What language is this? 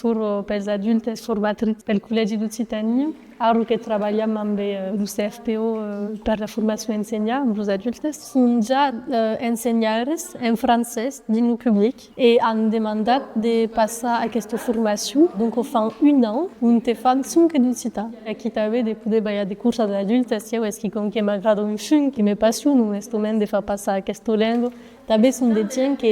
Occitan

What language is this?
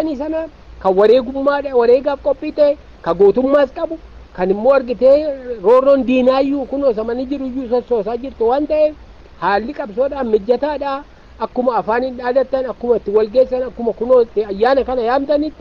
Oromo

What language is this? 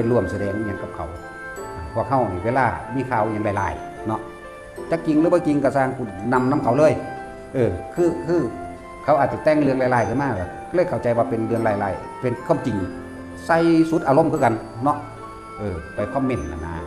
Northeastern Thai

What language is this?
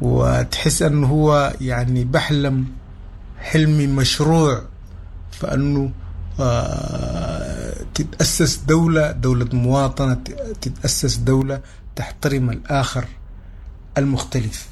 Sudanese Arabic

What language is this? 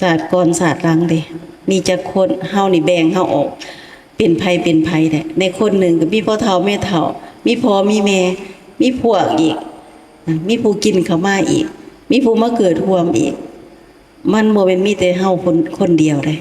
Lao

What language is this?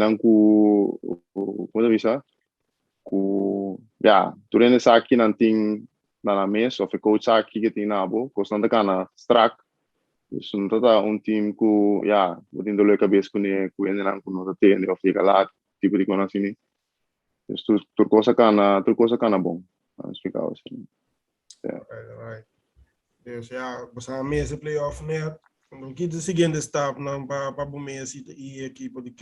Papiamento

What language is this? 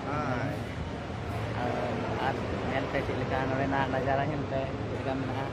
Santali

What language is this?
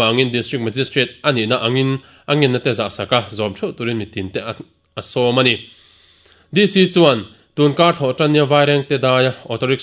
Mizo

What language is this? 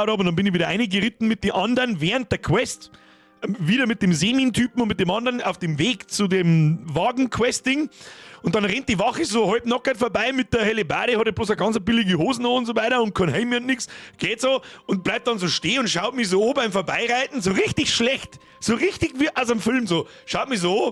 Bavarian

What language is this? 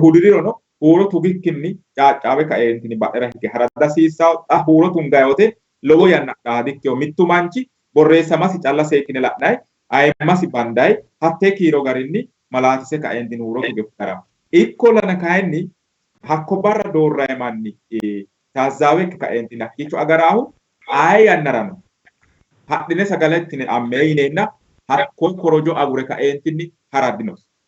Sidamo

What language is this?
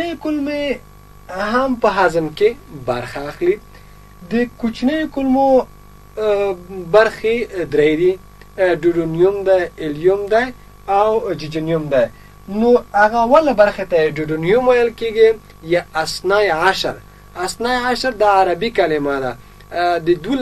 Pashto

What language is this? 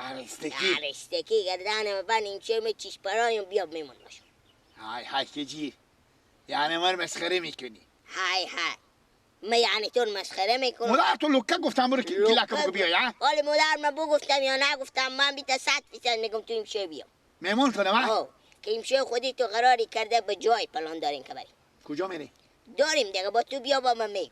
Persian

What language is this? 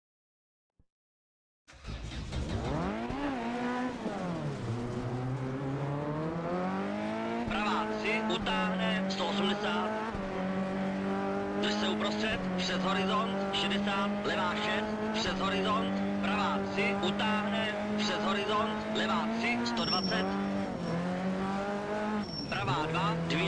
Czech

